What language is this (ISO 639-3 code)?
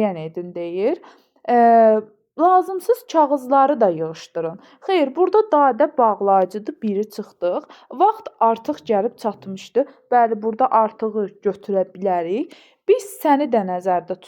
aze